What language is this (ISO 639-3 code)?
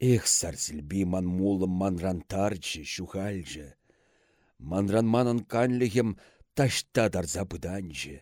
chv